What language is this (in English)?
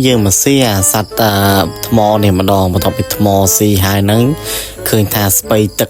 Khmer